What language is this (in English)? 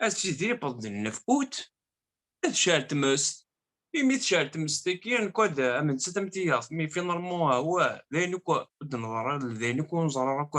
Kabyle